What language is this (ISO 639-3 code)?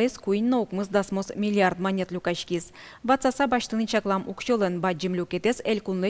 udm